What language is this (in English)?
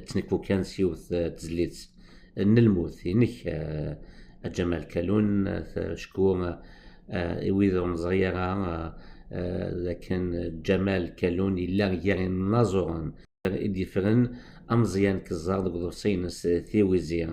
Kabyle